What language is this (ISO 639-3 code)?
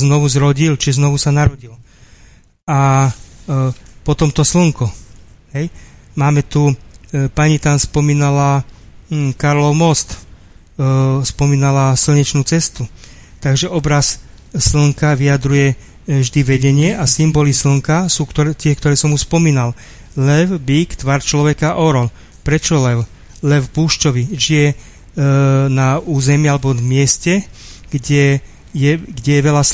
slk